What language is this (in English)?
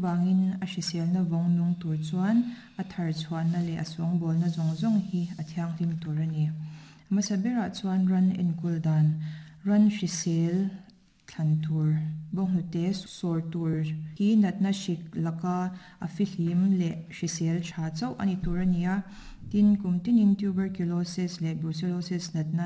Mizo